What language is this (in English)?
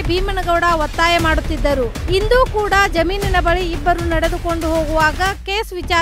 Kannada